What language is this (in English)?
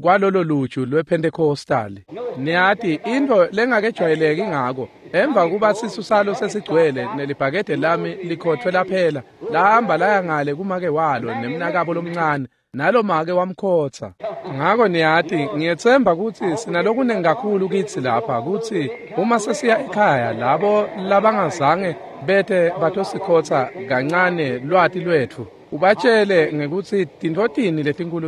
Swati